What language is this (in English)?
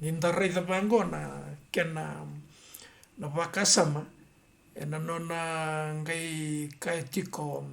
Fijian